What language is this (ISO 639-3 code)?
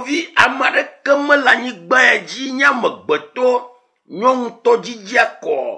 ewe